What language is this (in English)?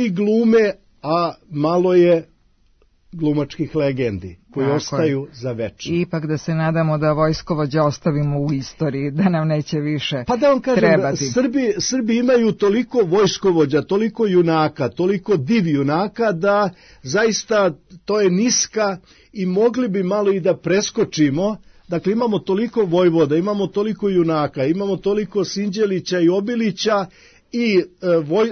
Serbian